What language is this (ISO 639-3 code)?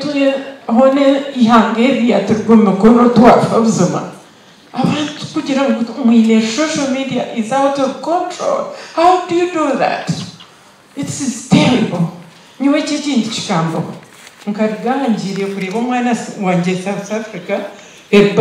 nyn